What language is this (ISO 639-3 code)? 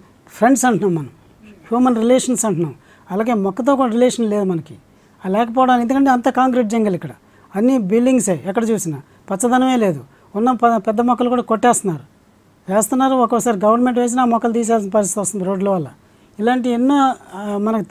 tel